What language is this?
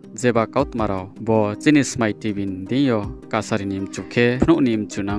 Riang (India)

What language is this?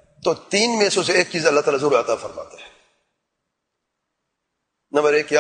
Urdu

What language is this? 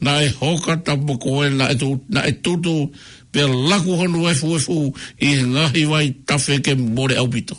Tongan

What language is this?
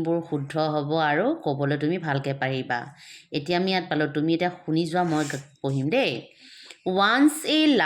Assamese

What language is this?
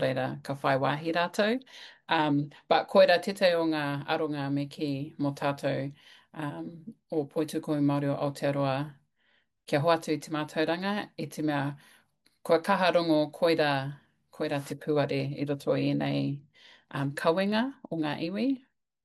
Māori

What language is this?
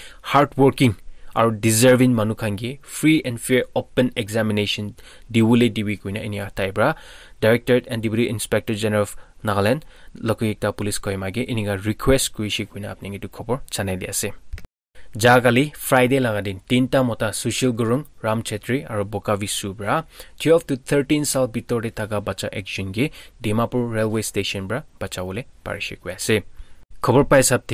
Naga Pidgin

